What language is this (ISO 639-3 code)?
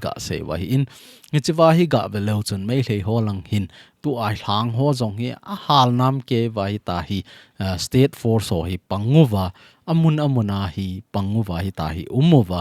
tcz